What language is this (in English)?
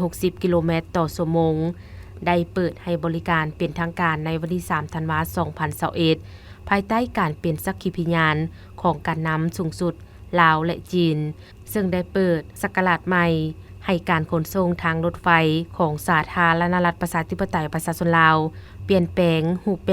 Lao